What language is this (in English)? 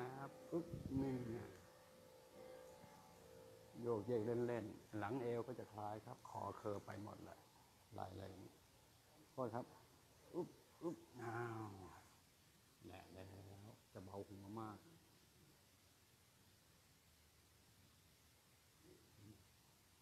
Thai